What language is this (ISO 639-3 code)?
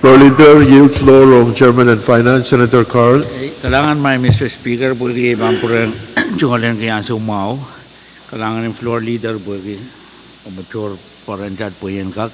pon